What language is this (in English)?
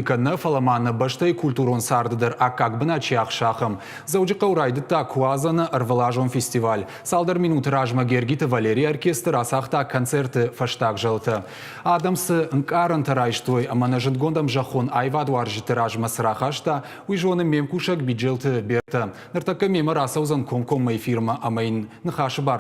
Ossetic